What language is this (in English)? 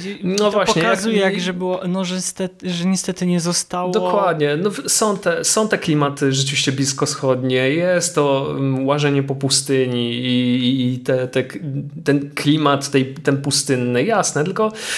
Polish